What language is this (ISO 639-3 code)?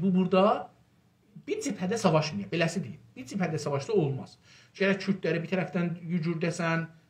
azb